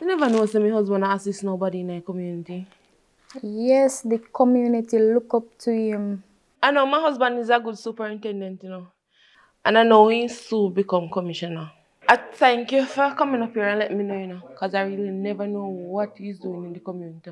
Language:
Jamaican Creole English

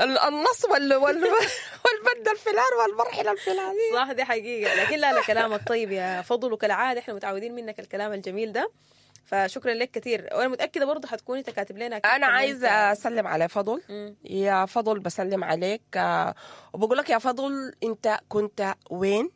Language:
Sudanese Arabic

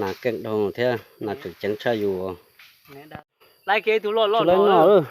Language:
Hmong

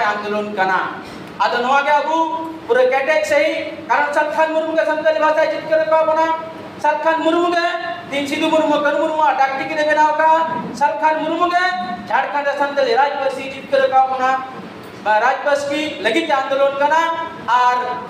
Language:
Santali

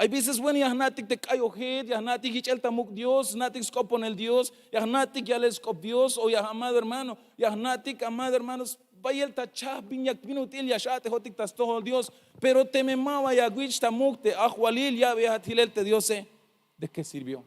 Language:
Tzeltal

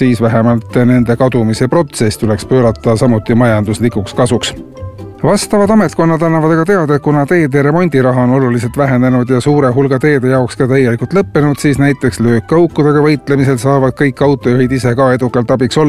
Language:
Estonian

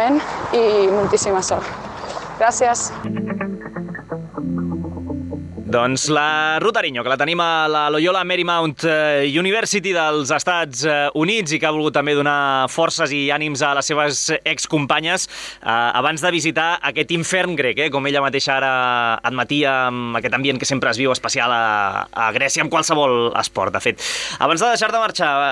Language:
Catalan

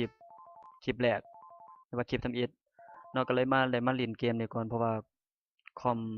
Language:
Lao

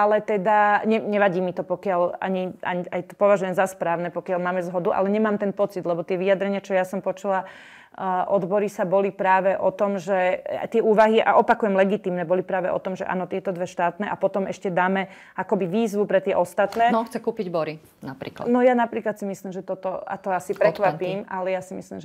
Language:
Slovak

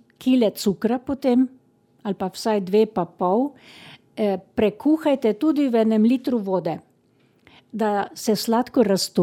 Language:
Slovenian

